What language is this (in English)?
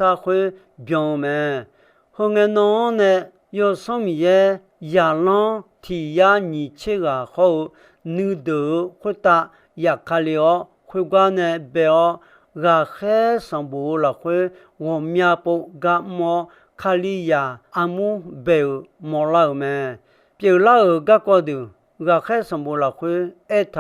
Akha